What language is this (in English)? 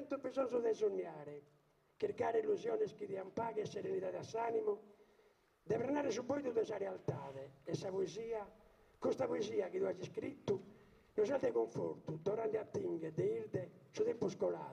Sardinian